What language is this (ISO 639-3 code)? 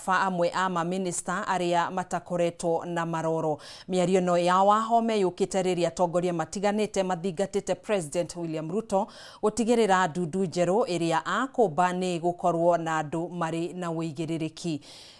kik